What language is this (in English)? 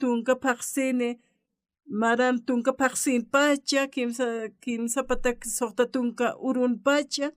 Aymara